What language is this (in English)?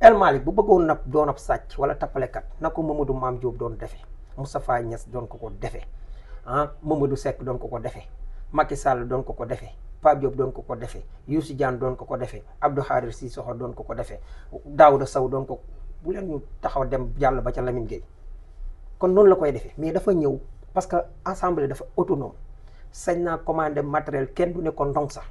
Wolof